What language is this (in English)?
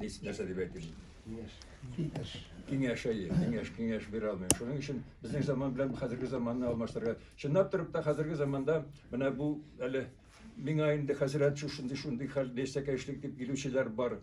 Tatar